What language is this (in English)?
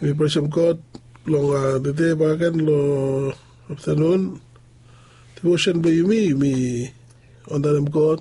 Bislama